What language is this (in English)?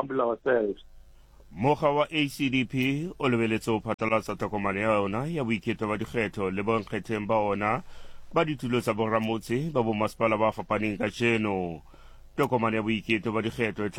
Southern Sotho